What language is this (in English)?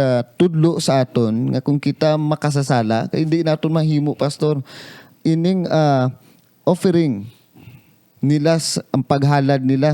Hiligaynon